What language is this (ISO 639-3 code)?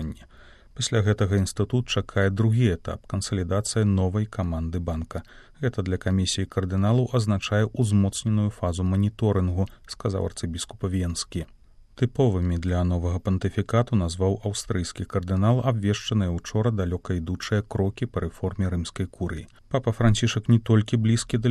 bel